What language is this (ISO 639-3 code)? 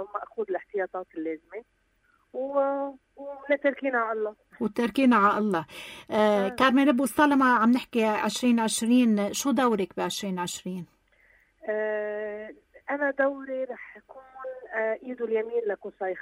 apc